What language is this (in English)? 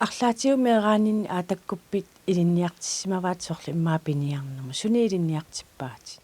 Kalaallisut